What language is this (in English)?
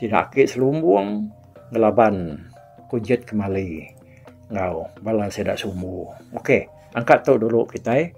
Iban